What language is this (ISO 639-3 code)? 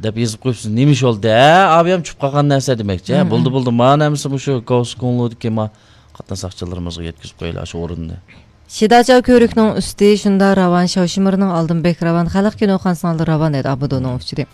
uig